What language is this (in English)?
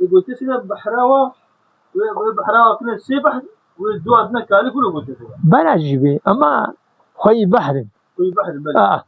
Kurdish